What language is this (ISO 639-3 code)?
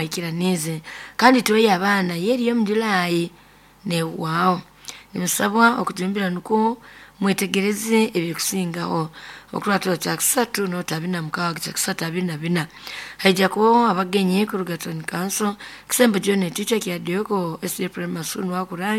nyo